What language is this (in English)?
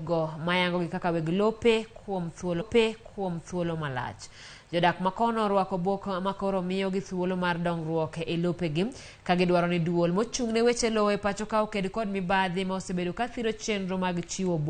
Luo (Kenya and Tanzania)